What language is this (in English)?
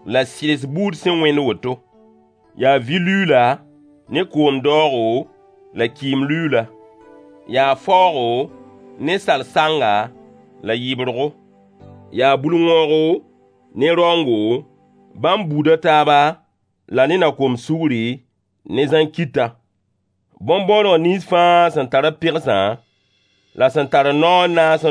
Mossi